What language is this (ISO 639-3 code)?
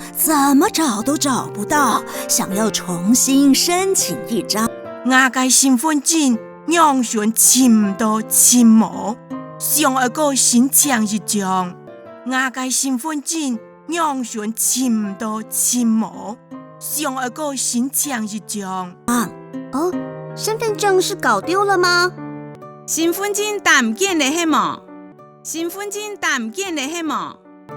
hak